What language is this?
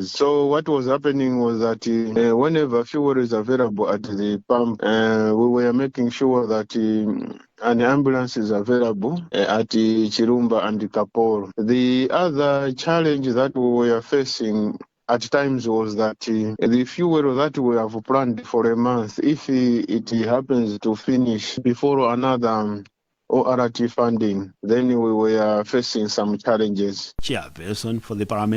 English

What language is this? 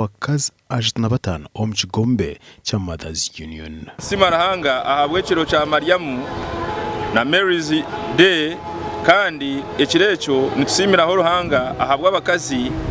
Nyankole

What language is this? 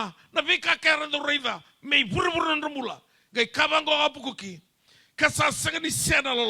Fijian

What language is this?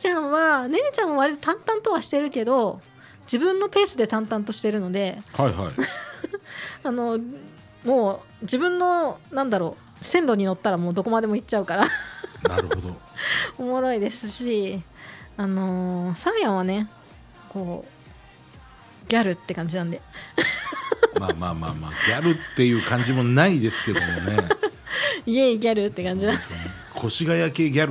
Japanese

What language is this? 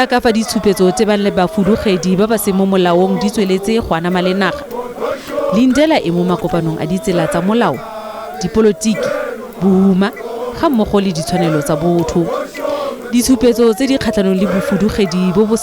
Tswana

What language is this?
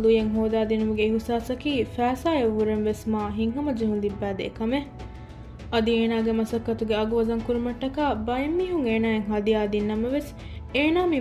Divehi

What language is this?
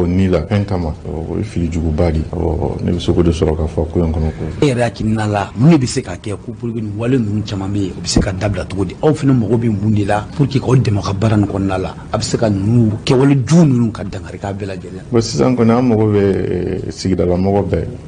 Bambara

